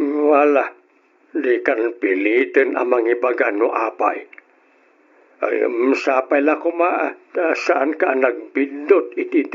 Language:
Iloko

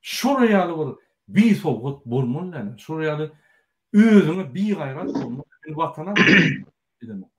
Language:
Turkmen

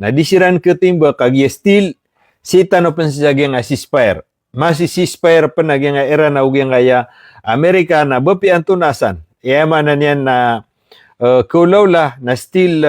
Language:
Maranao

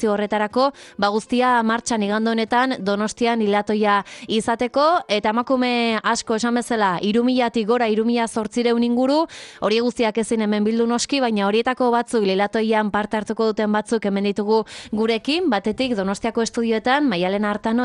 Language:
Basque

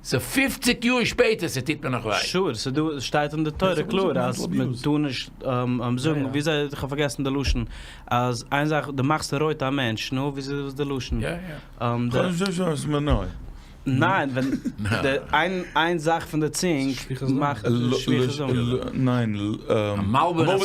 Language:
Yiddish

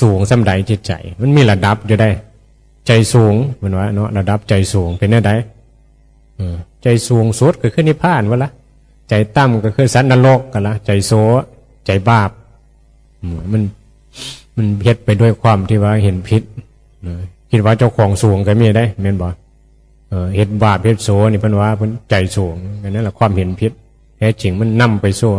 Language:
Northeastern Thai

